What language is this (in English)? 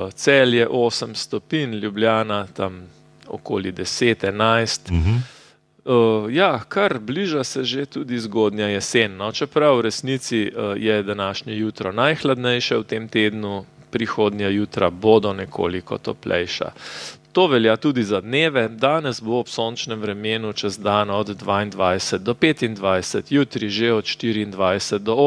Slovenian